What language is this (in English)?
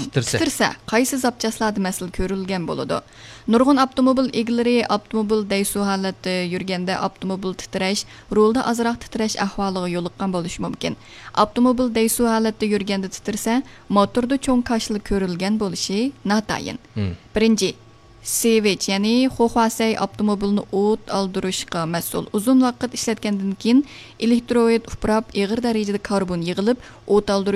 Uyghur